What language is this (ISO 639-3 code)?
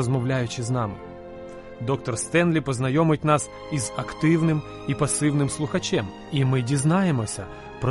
ukr